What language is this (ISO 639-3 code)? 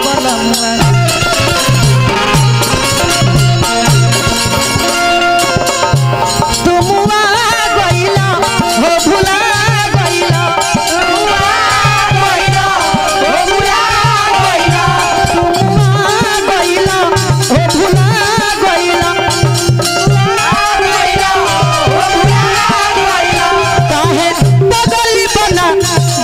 bho